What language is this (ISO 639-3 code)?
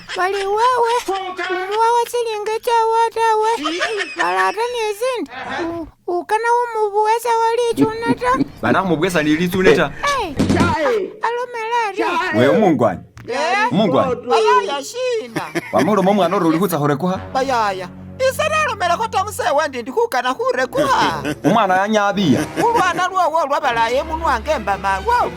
myx